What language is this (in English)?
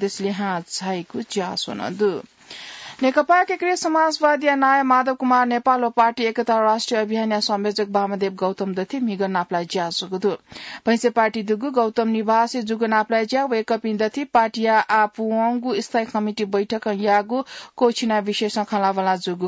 Newari